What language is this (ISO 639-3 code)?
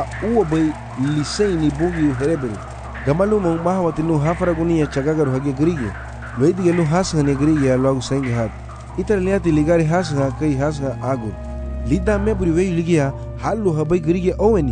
cab